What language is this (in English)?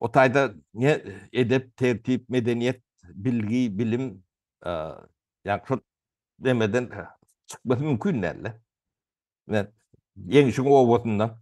Turkmen